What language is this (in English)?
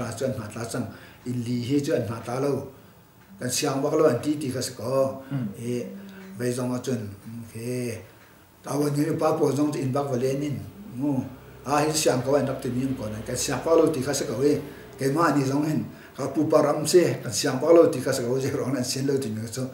Hakha Chin